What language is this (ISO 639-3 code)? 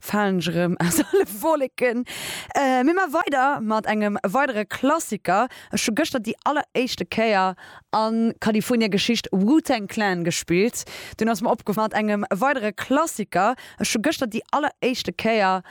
ltz